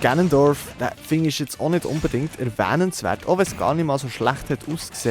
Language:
Swiss German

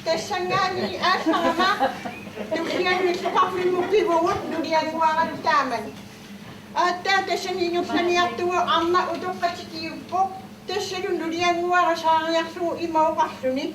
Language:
Kalaallisut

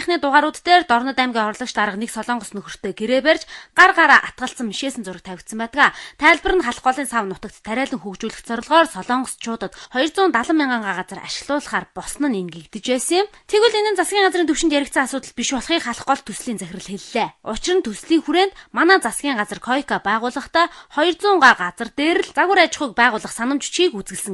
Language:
Mongolian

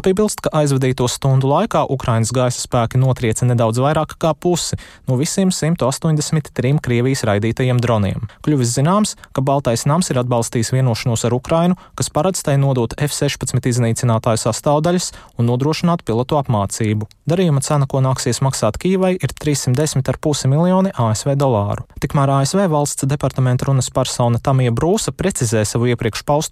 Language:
Latvian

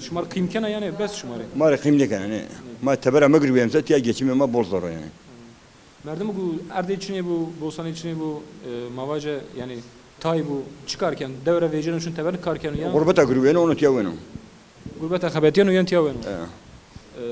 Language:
Zaza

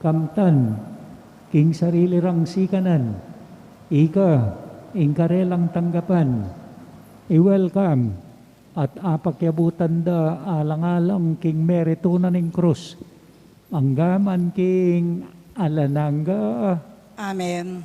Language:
Pampanga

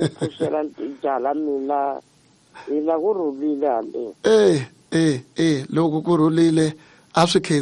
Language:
Tsonga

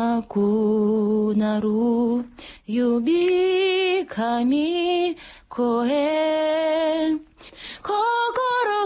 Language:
Tatar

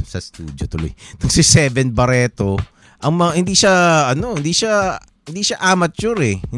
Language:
Filipino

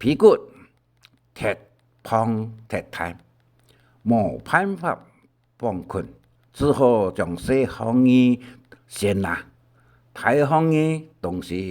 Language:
Hakka Chinese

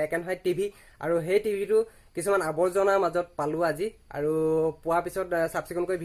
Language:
Assamese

